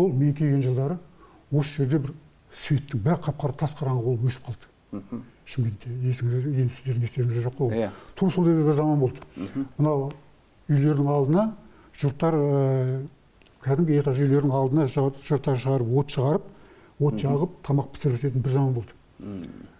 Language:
Kazakh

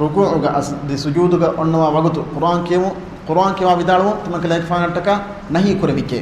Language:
Divehi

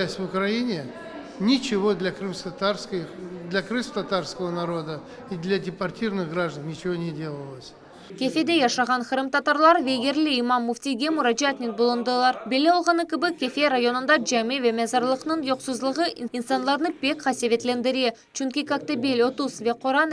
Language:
Crimean Tatar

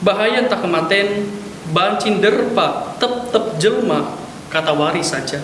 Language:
Batak Karo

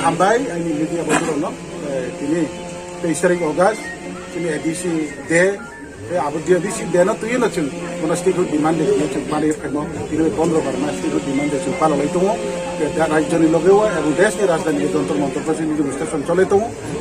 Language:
Riang (India)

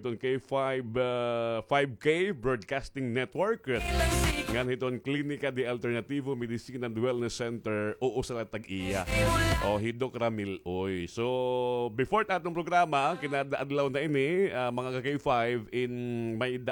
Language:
Waray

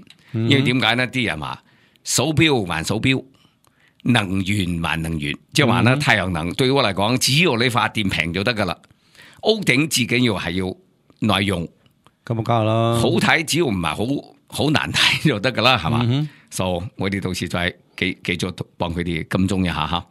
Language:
Cantonese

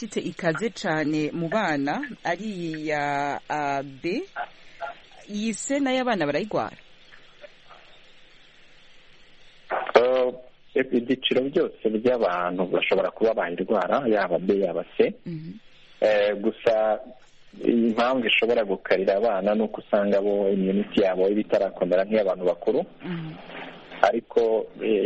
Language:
Kinyarwanda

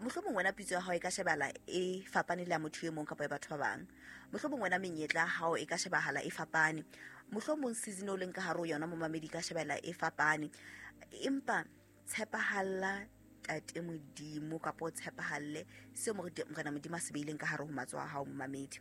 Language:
Southern Sotho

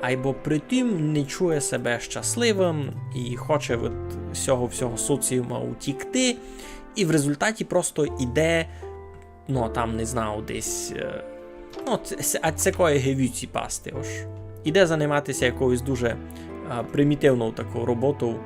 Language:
Rusyn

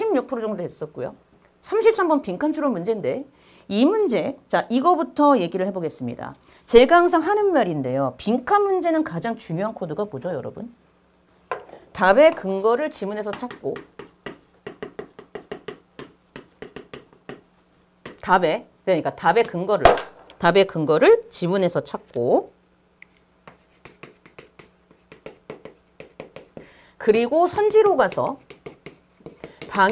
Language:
Korean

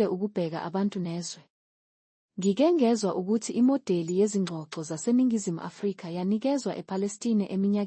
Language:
Zulu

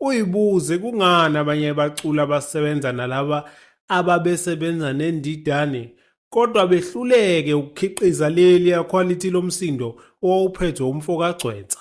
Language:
Zulu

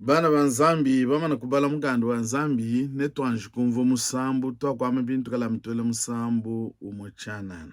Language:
Luba-Lulua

